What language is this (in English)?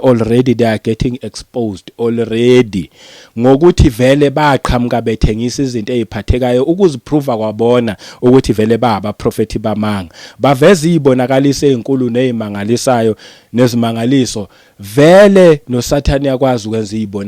Zulu